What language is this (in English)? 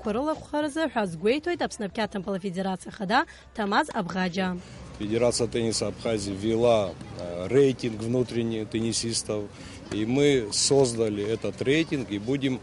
Abkhazian